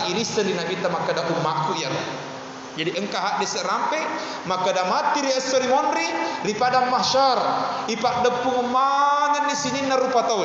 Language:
Buginese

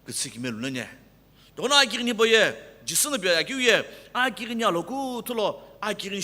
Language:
Sumi Naga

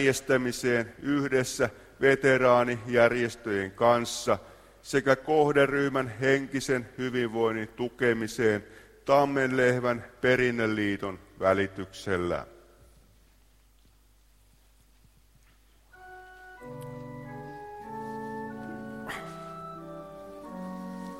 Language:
Finnish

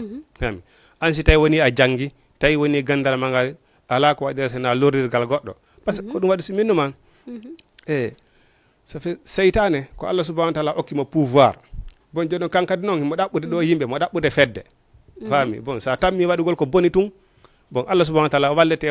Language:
Fula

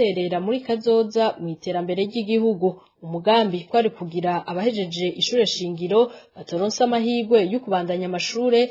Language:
Rundi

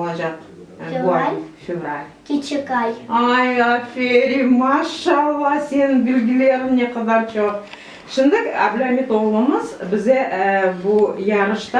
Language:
Crimean Tatar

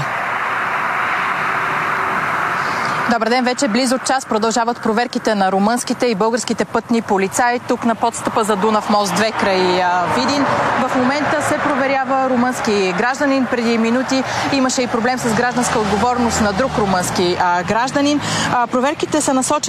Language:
Bulgarian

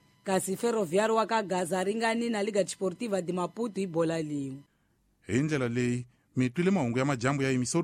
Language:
Tsonga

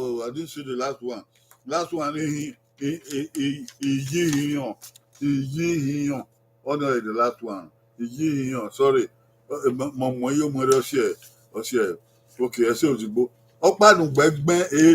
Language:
Bini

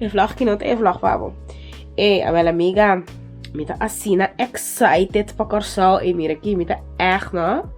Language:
Papiamento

